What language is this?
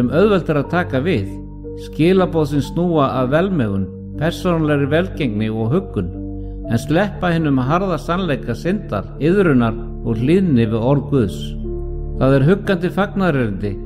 Icelandic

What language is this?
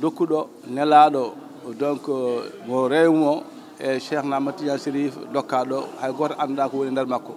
Fula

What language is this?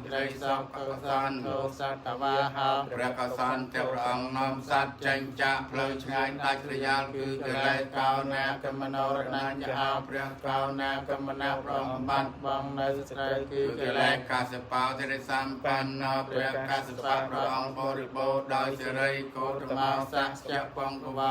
Khmer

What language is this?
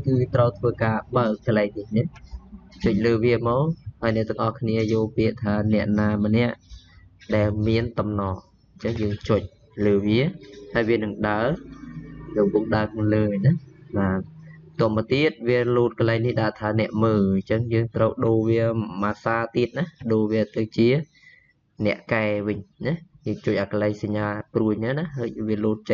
Khmer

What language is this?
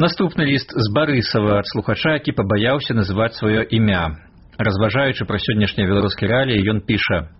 Belarusian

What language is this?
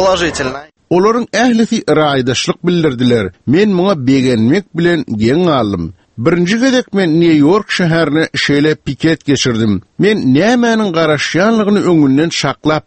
Turkmen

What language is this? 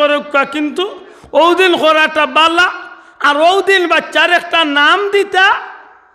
Sylheti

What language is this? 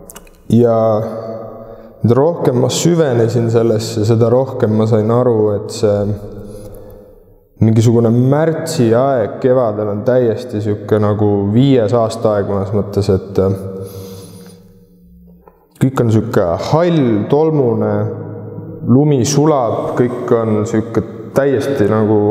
Estonian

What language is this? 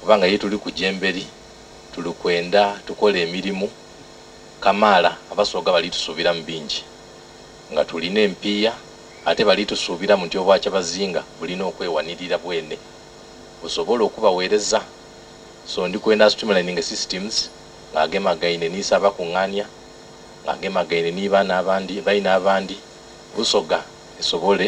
Soga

